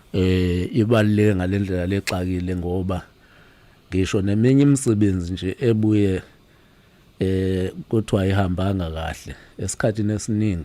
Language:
Zulu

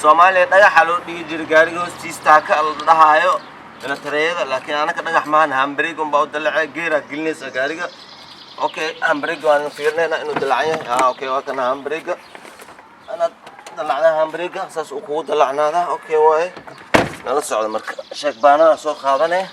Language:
Somali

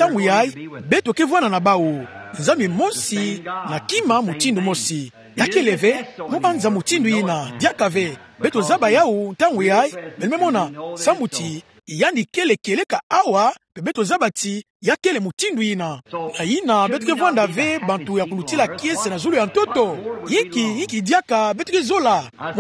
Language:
Kituba (Democratic Republic of Congo)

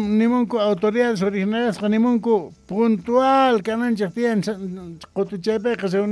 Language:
South Bolivian Quechua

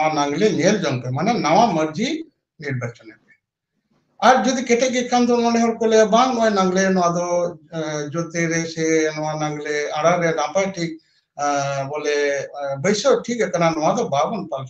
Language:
Santali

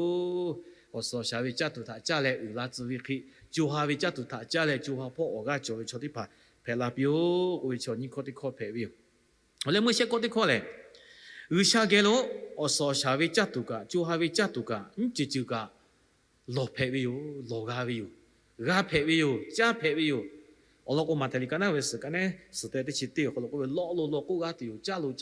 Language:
Lahu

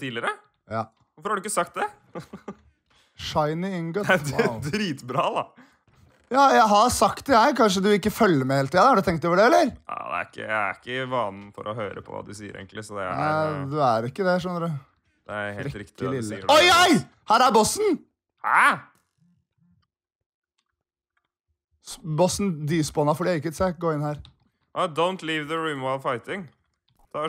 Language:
Norwegian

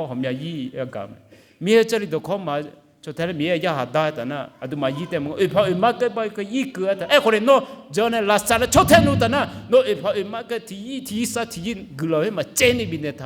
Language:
Akha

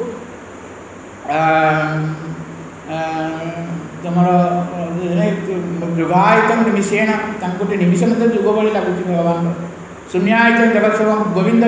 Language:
Odia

